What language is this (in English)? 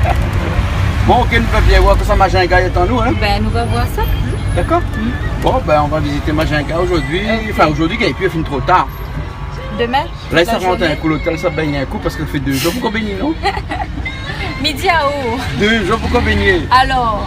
Réunion Creole French